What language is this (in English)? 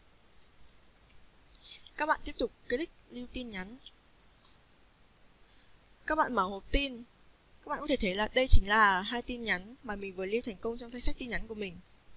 Vietnamese